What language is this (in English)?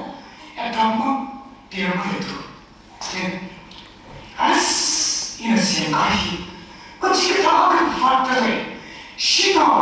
Tangkhul Naga (India)